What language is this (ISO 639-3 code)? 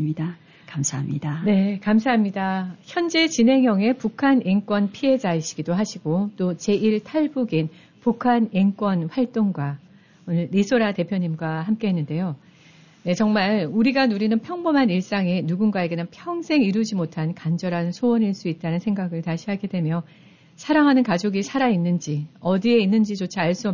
kor